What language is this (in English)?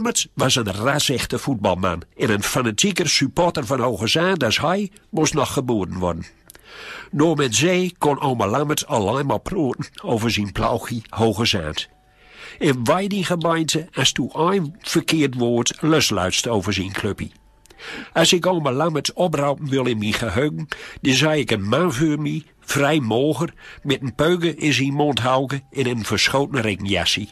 Gronings